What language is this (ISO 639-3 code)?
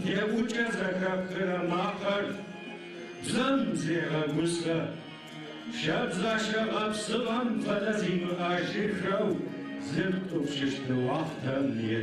ady